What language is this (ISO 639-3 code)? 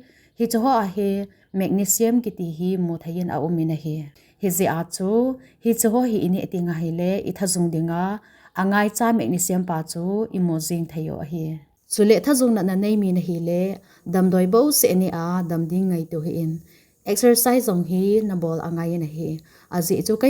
tcz